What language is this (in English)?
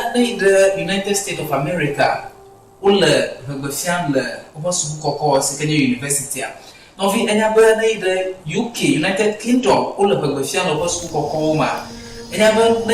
Ewe